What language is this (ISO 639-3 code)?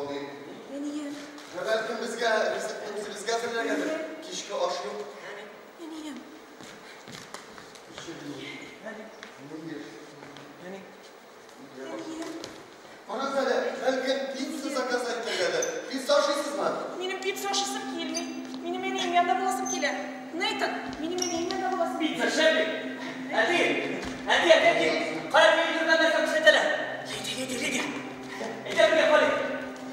tat